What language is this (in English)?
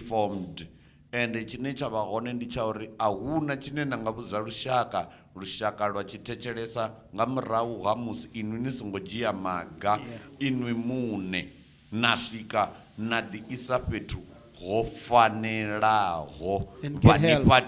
Venda